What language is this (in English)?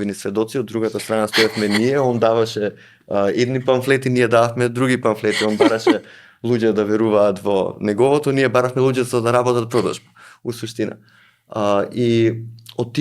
Macedonian